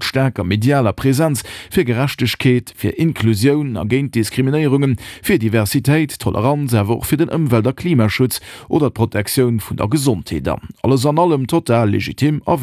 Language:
Luxembourgish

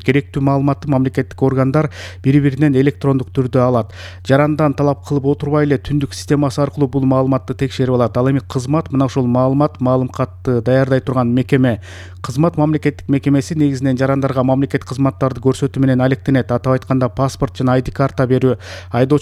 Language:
Kyrgyz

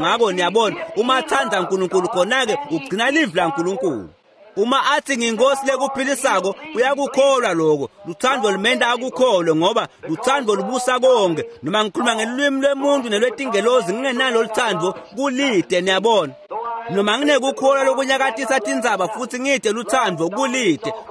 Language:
Swati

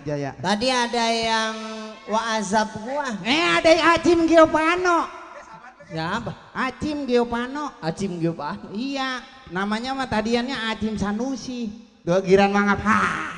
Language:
Betawi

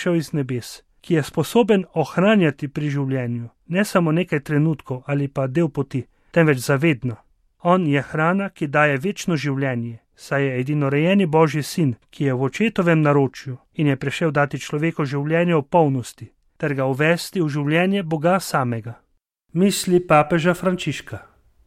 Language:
Slovenian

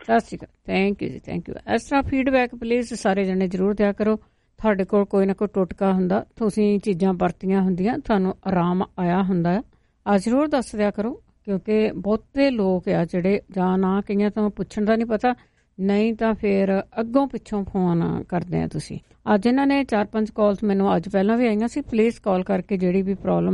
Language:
Punjabi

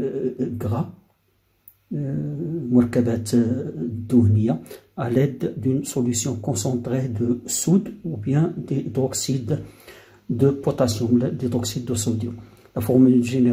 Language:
Moroccan Arabic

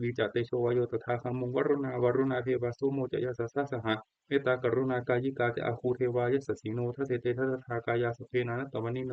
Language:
Pali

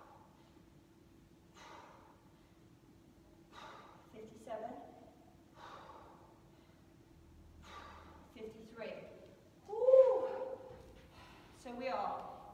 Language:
English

